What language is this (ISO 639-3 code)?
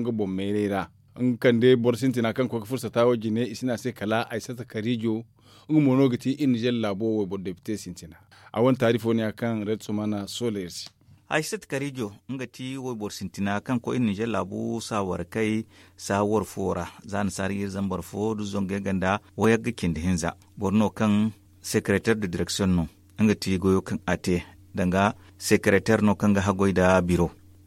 dje